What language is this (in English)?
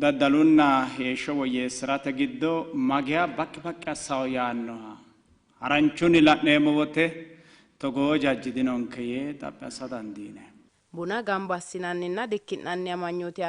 Sidamo